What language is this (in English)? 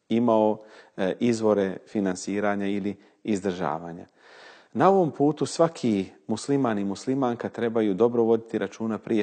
Bosnian